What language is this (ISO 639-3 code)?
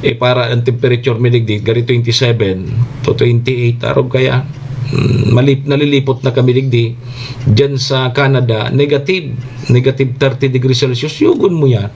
bik